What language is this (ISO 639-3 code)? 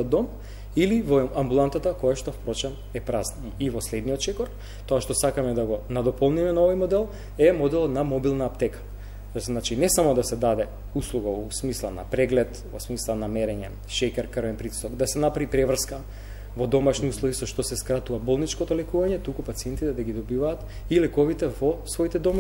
mkd